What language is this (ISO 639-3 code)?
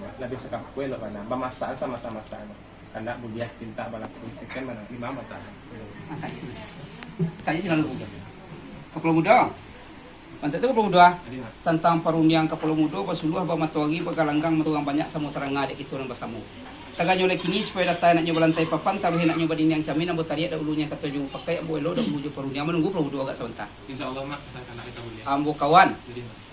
min